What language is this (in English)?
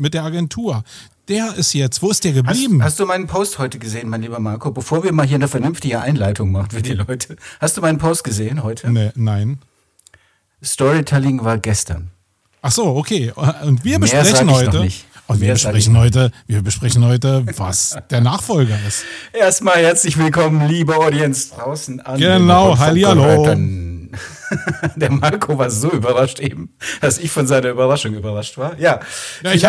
German